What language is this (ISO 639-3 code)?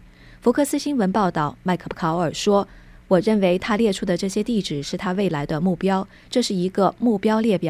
zho